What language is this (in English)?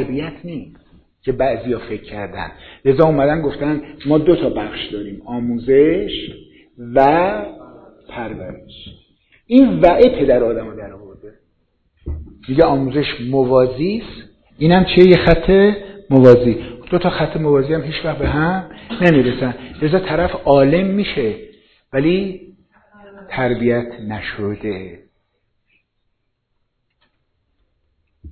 Persian